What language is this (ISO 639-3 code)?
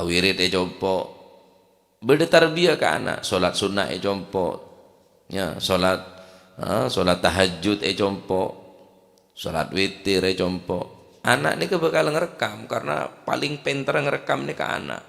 mad